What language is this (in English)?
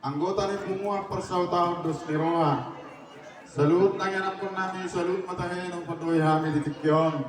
Batak Toba